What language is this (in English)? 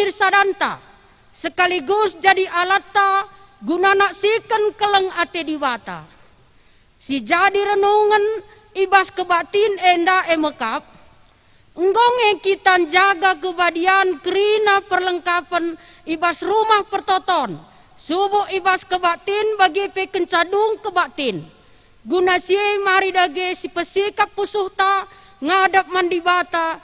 Batak Karo